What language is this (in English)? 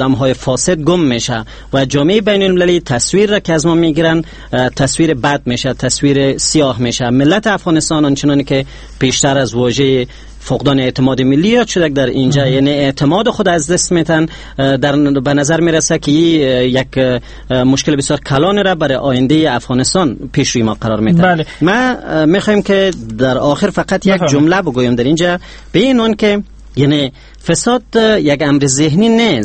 Persian